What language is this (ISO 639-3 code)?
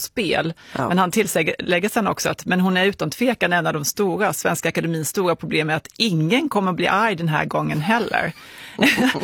swe